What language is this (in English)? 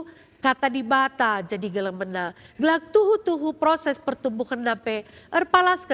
Batak Karo